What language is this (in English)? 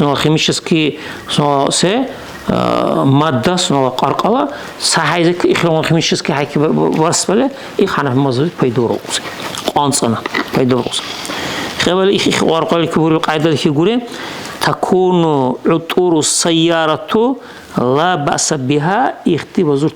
Dargwa